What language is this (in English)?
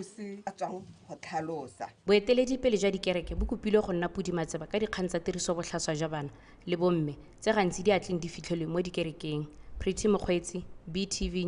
Tswana